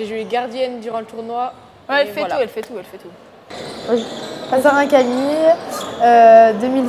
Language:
French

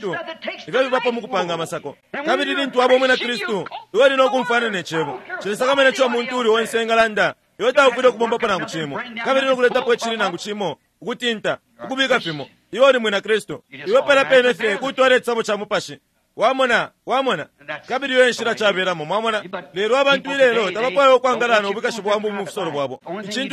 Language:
Bemba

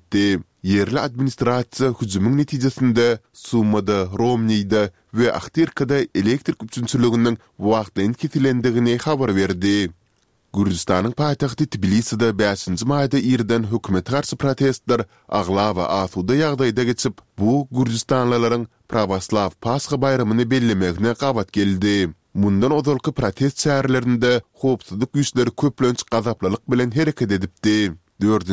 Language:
Turkmen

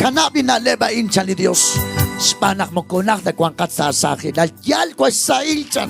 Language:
Kekchí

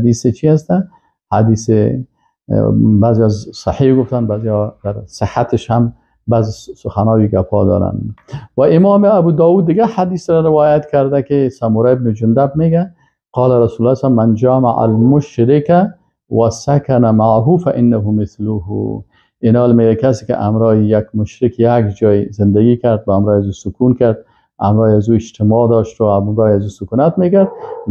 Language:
Persian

